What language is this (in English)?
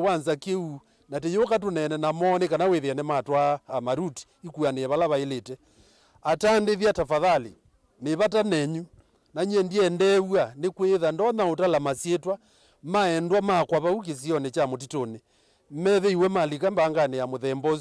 Kamba